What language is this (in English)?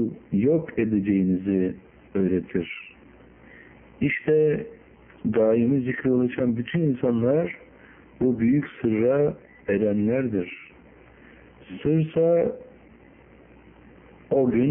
Turkish